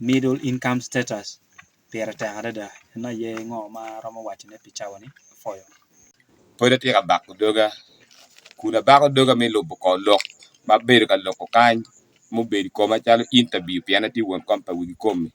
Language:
Acoli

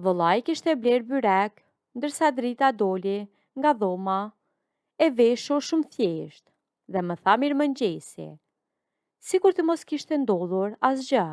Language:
Albanian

